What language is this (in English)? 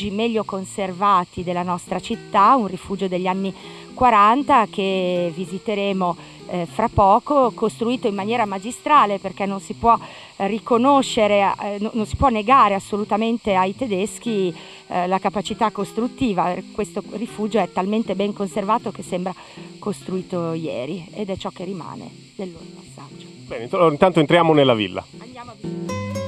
Italian